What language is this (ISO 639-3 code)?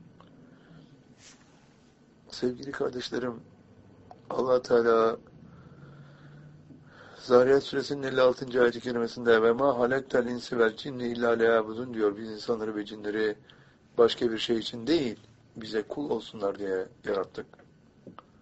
tur